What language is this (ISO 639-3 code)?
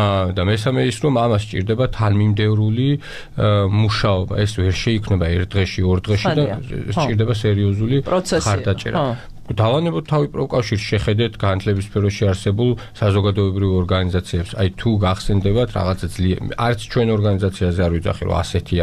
kat